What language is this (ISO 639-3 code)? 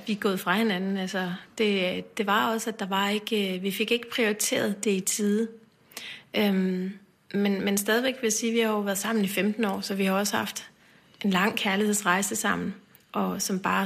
dan